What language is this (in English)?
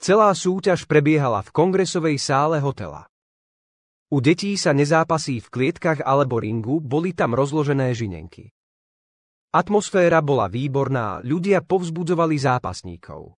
Slovak